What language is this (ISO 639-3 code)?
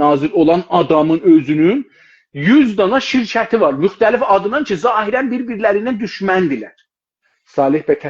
azb